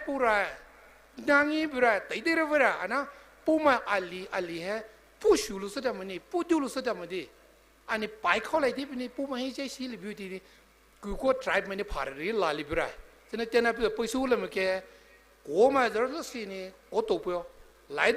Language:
Poumei Naga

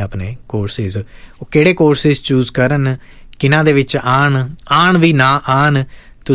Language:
Punjabi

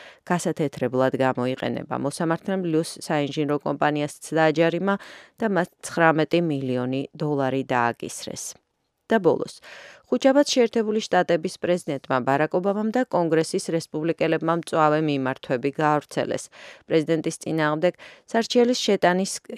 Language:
Georgian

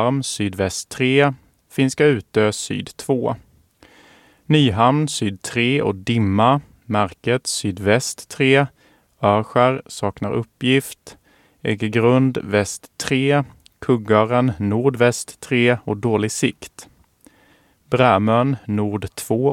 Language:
Swedish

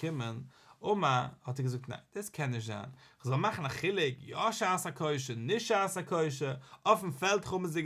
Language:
Yiddish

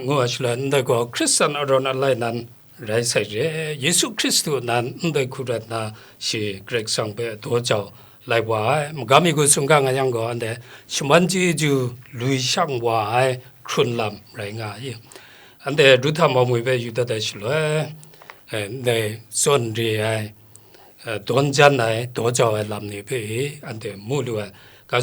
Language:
Kachin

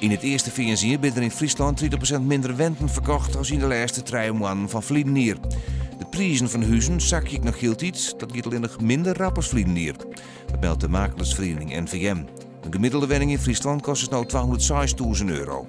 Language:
Western Frisian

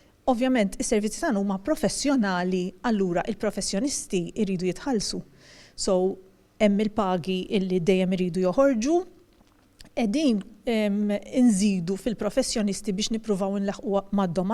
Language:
Maltese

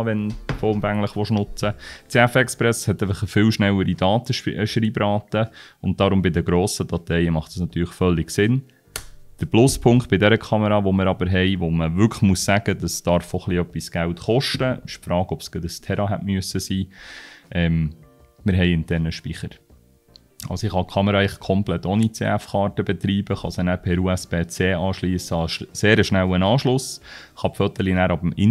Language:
Swiss German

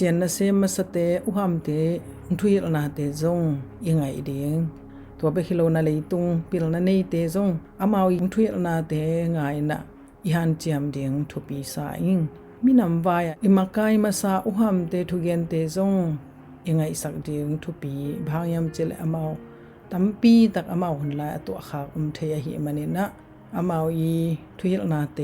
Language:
Tedim Chin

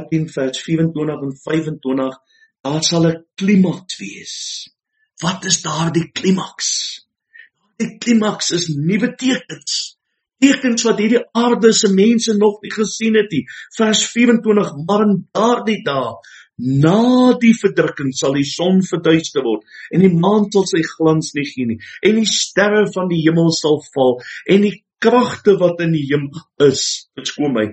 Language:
Afrikaans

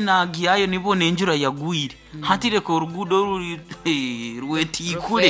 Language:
Nyankole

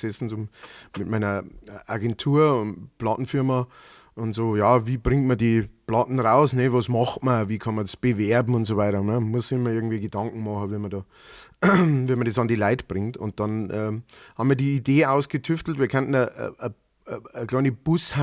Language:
Bavarian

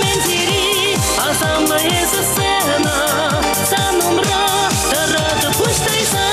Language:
Chuvash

